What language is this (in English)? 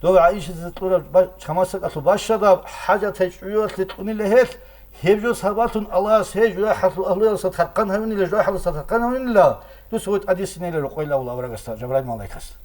Avaric